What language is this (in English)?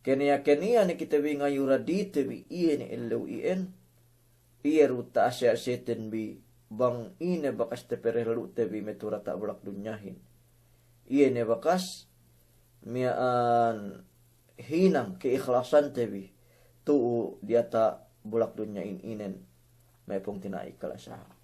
Yakan